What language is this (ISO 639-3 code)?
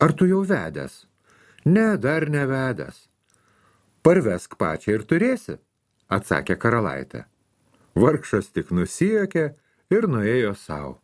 lit